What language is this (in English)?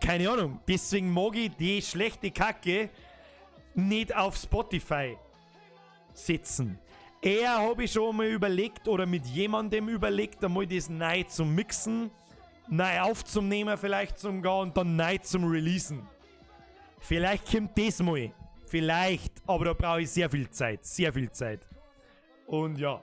Bavarian